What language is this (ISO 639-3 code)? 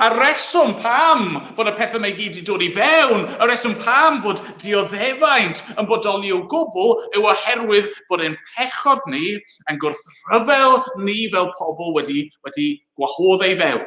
cym